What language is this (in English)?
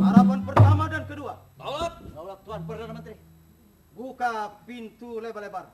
Banjar